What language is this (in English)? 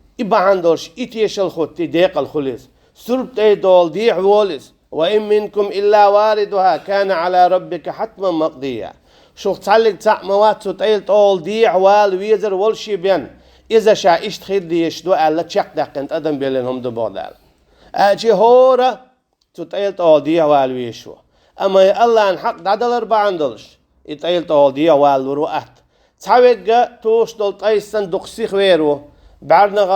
Chechen